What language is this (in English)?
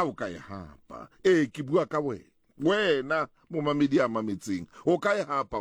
Southern Sotho